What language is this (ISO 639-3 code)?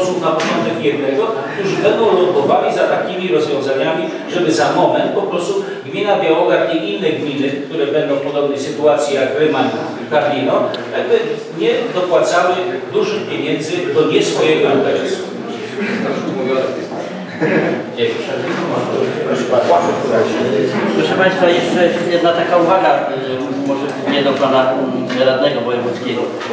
pol